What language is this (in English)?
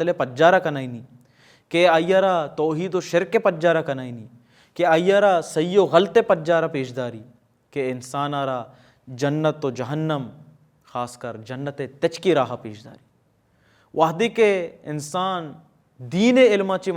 Baluchi